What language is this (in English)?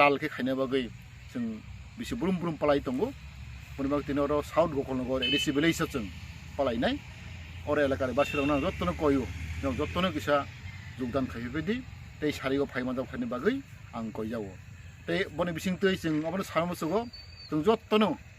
Kok Borok